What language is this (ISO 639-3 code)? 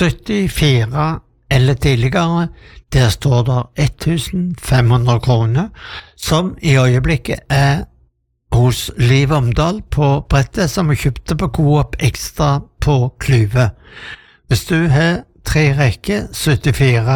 nor